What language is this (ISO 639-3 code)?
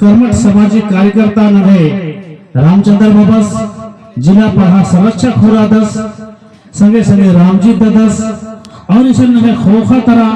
kru